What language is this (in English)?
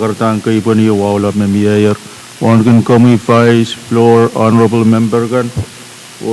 Pohnpeian